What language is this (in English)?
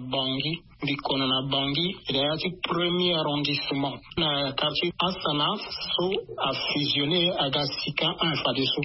Sango